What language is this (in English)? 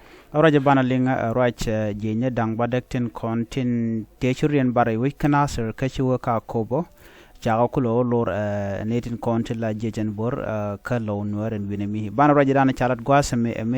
Nuer